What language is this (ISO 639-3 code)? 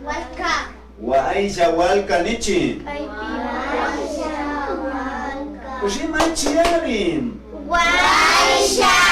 qvi